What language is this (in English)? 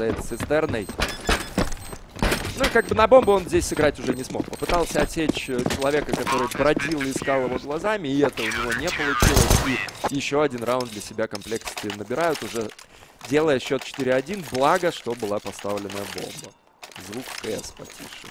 Russian